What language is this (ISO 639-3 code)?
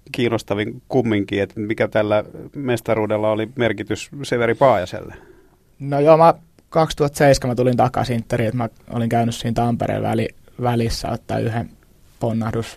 fin